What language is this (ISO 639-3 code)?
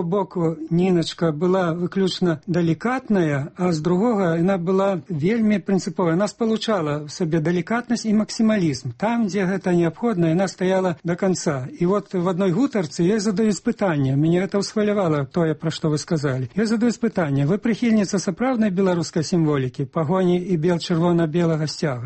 bel